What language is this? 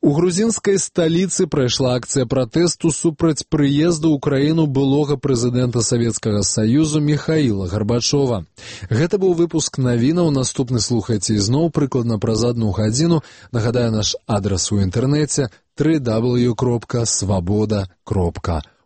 Belarusian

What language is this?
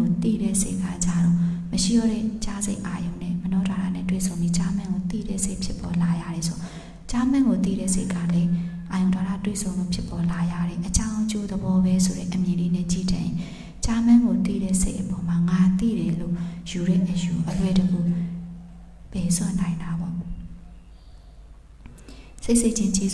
Burmese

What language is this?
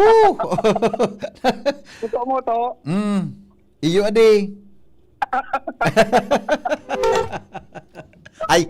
Bikol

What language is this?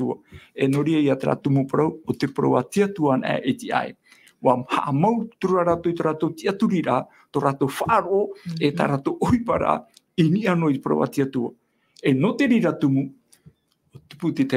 Tahitian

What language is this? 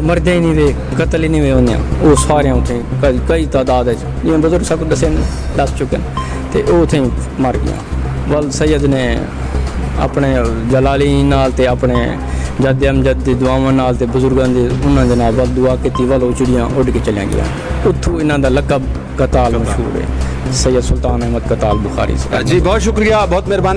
Saraiki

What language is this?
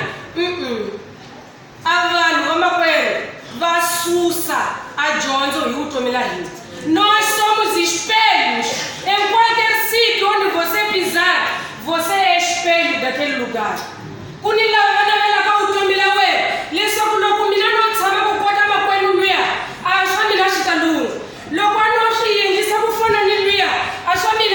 Tsonga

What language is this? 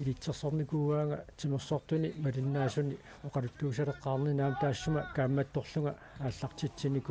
Kalaallisut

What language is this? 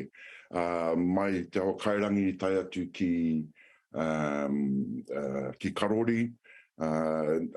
Māori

